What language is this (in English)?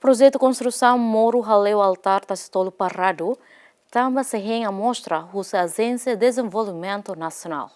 Tetum